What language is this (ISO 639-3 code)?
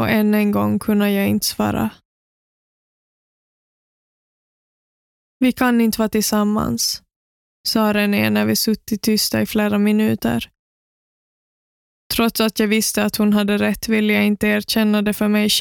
swe